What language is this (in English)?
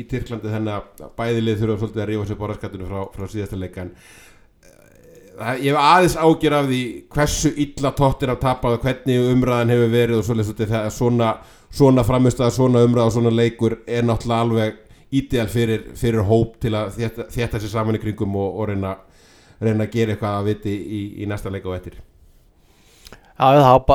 Icelandic